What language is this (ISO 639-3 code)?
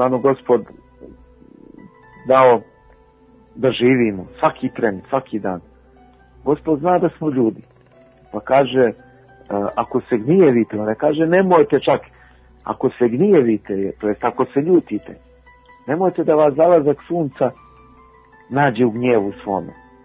srp